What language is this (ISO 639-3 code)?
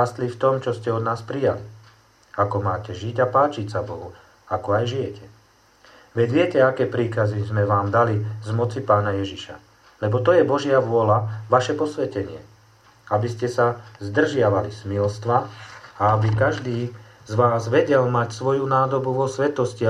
slk